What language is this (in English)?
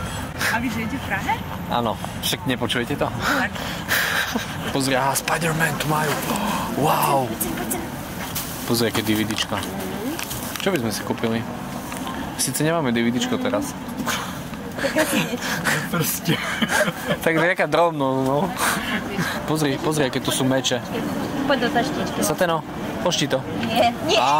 Slovak